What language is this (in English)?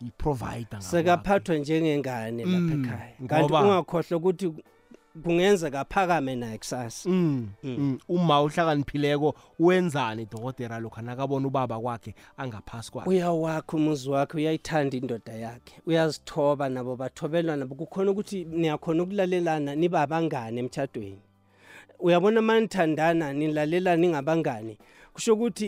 South Ndebele